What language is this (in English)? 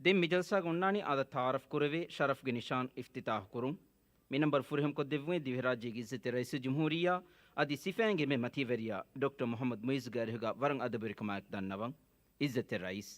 Divehi